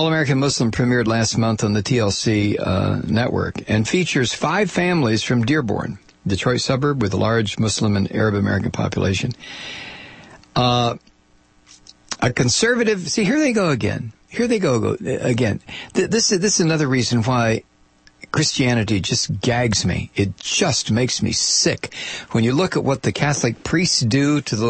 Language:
English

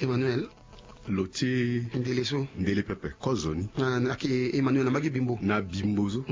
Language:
Sango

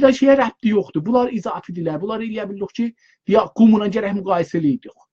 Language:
South Azerbaijani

